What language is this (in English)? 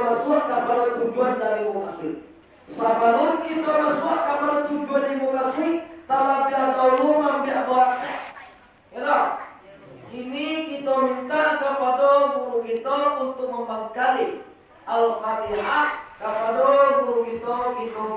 Minangkabau